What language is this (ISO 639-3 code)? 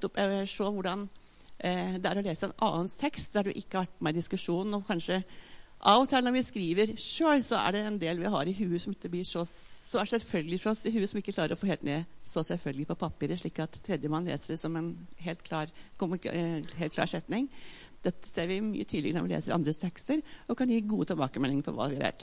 nor